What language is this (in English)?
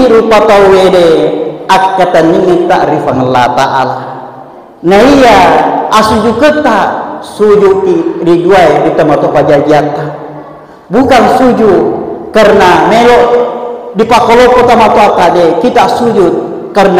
Buginese